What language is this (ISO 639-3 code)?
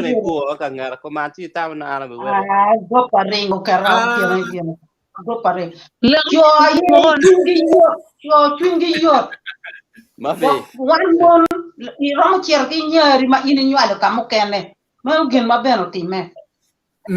ach